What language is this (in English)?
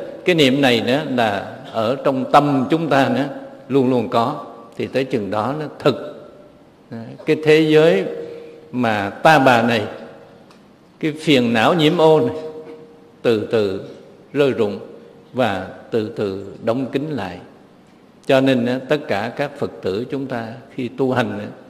Vietnamese